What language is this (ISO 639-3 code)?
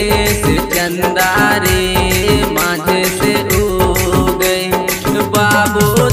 bho